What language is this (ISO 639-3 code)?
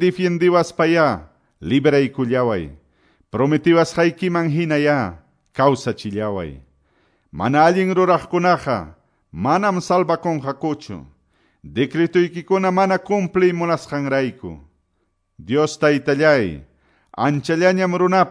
que